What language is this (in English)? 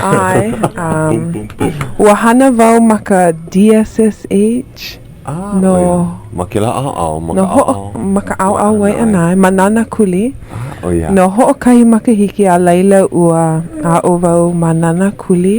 Hawaiian